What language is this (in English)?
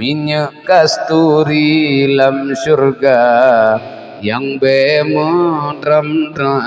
Achinese